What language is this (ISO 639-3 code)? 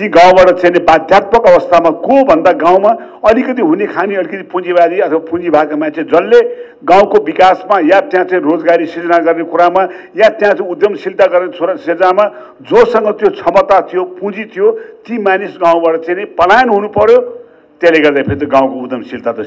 nep